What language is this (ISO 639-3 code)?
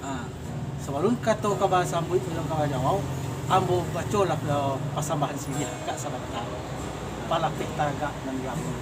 min